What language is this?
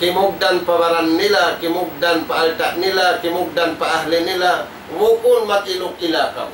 Tausug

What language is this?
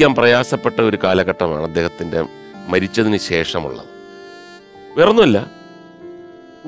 Malayalam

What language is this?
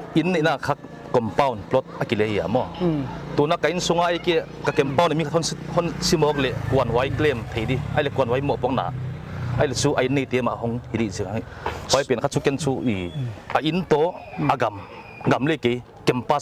Paite Chin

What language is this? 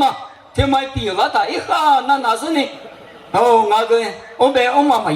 Lisu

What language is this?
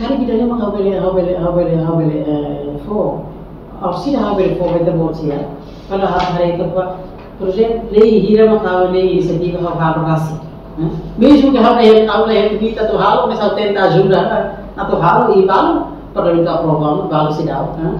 Tetum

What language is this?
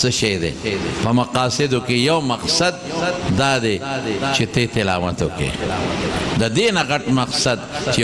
Pashto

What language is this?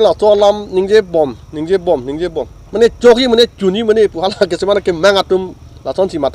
Karbi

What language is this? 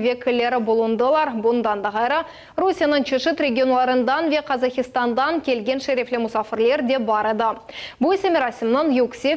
Crimean Tatar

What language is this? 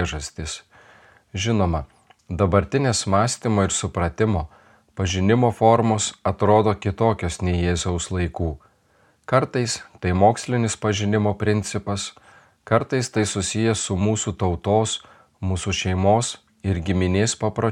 Lithuanian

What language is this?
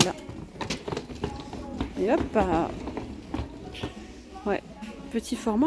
French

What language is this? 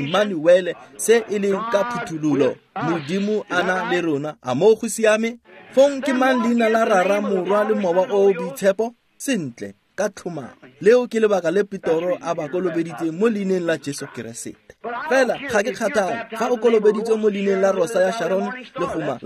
Tswana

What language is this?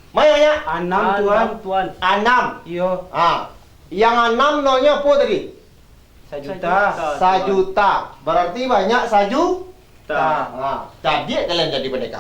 Minangkabau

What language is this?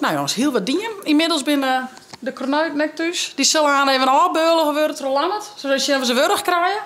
Western Frisian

